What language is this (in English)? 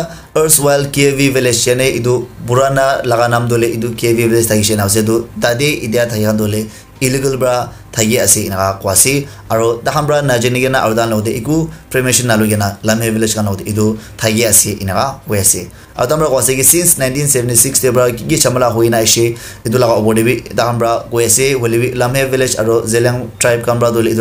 Naga Pidgin